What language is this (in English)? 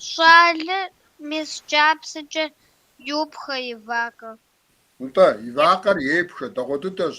Kabardian